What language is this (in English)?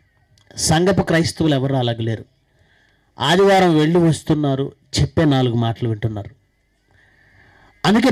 Telugu